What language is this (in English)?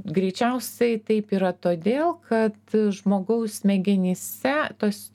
Lithuanian